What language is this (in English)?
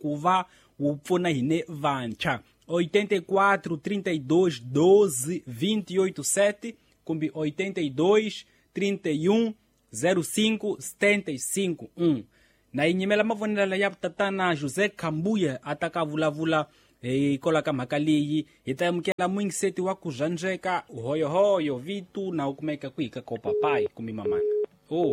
Tsonga